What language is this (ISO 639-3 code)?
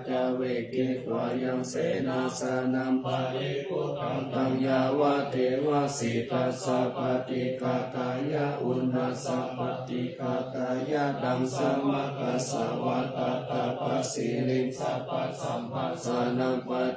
pli